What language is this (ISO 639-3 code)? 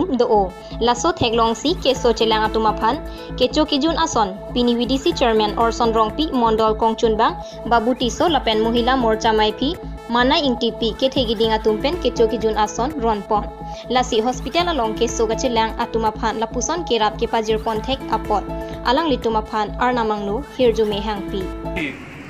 mjw